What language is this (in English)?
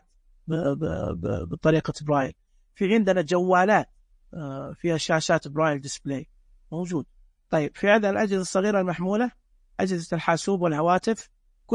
Najdi Arabic